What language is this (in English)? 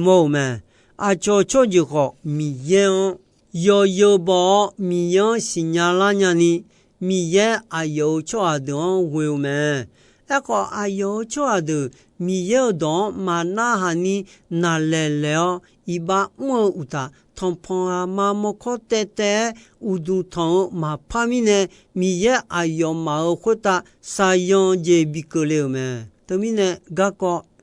Akha